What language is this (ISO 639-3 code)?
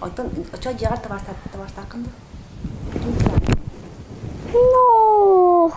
sah